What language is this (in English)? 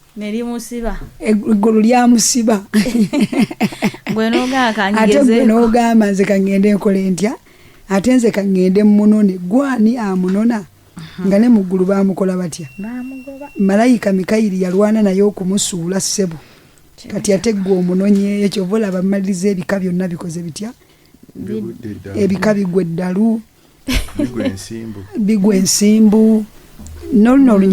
Ganda